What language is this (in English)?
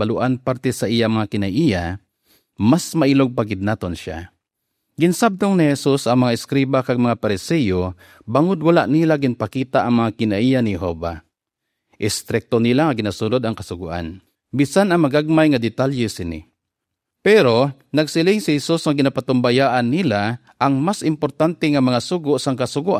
Hiligaynon